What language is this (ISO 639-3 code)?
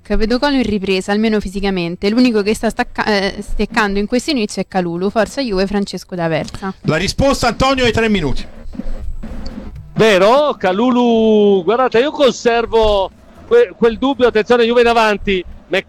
ita